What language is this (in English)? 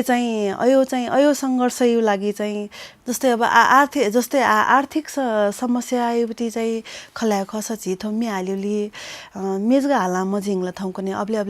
Newari